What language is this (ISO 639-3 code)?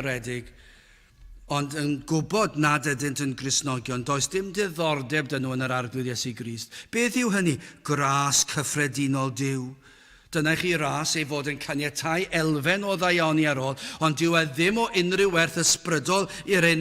cym